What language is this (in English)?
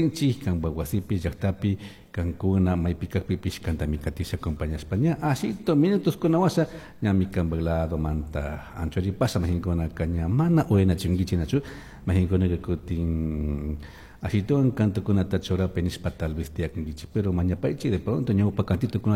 Chimborazo Highland Quichua